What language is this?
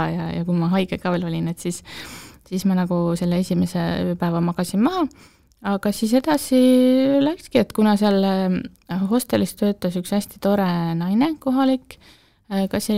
Estonian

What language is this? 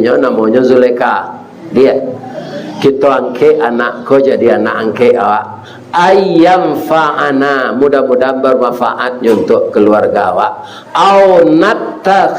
Minangkabau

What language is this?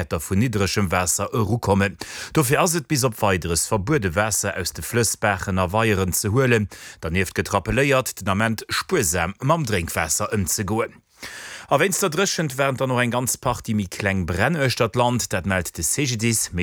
Luxembourgish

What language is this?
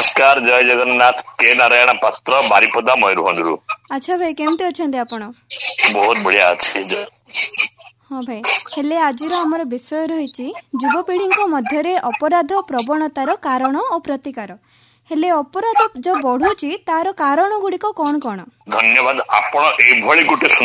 Odia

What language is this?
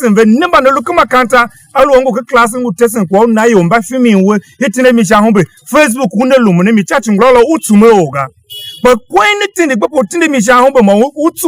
Tiv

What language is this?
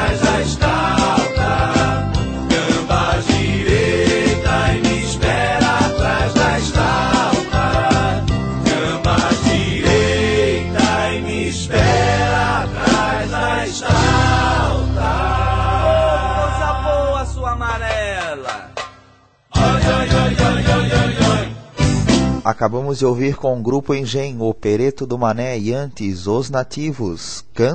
Portuguese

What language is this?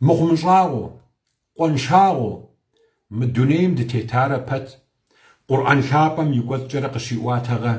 Kabardian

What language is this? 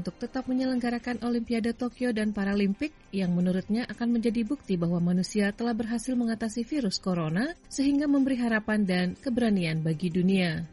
Indonesian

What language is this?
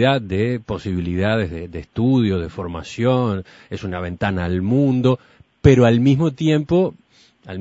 Spanish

